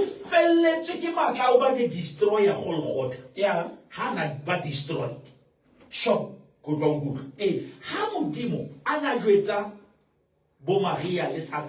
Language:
Southern Sotho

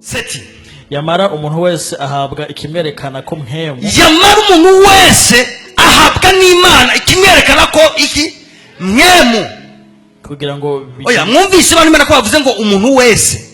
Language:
Rundi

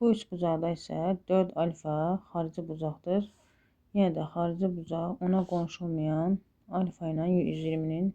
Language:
Azerbaijani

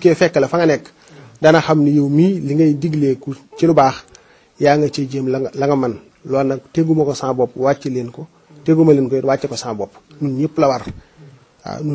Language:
Wolof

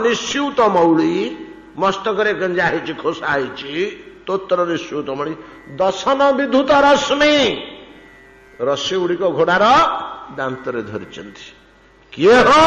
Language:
Odia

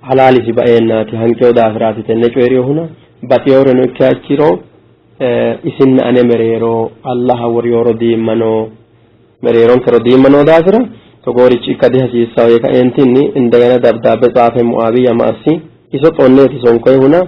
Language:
Sidamo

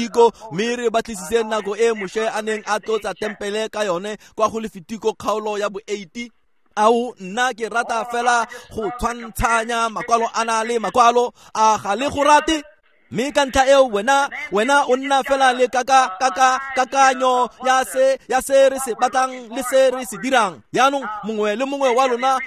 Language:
Tswana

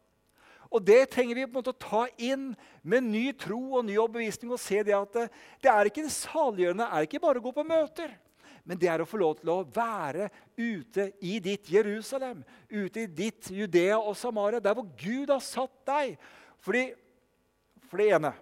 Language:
Norwegian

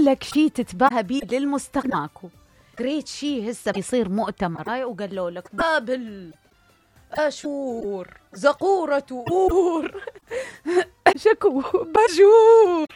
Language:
Mesopotamian Arabic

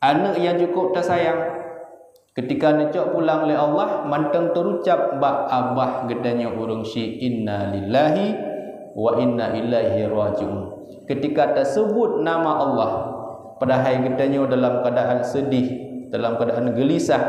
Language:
Achinese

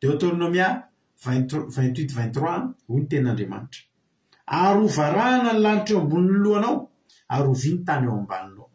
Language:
Malagasy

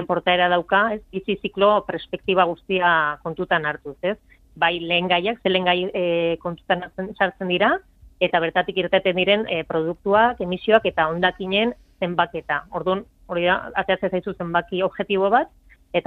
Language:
Basque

